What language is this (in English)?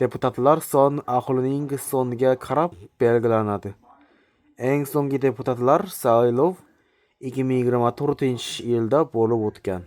Uzbek